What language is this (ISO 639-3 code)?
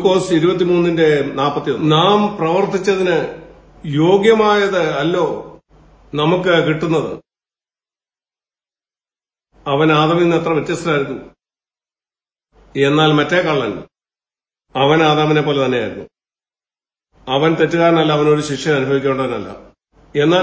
mal